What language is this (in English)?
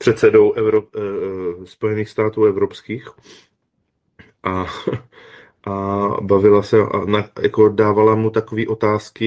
Czech